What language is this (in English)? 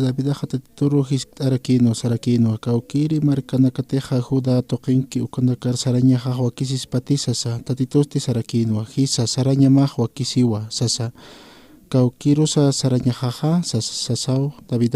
Aymara